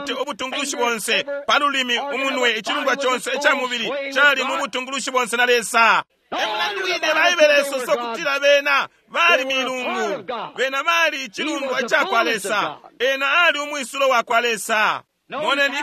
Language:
Bemba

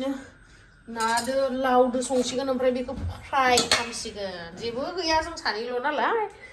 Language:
Bodo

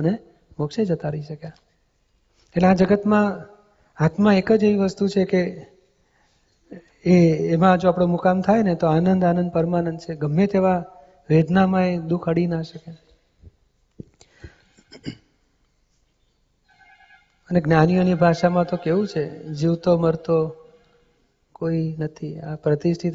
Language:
Gujarati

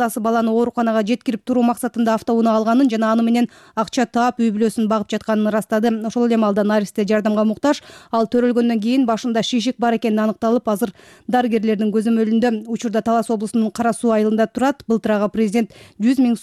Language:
Kyrgyz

